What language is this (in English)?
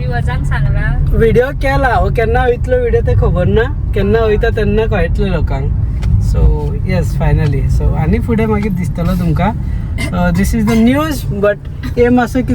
Konkani